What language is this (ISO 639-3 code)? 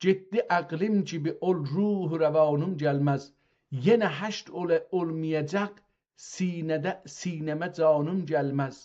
azb